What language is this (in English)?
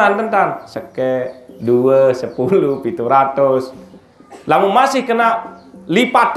Sasak